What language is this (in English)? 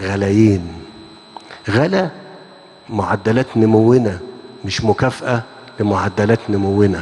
Egyptian Arabic